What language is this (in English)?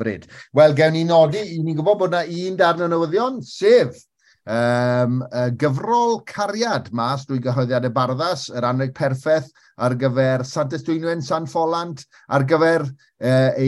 Welsh